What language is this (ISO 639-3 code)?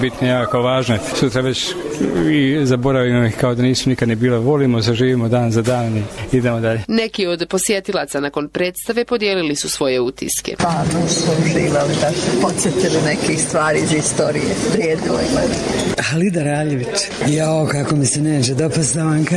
bos